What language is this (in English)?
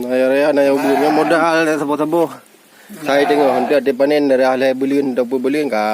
Achinese